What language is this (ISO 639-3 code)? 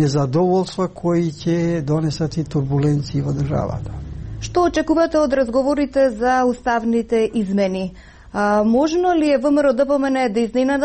mkd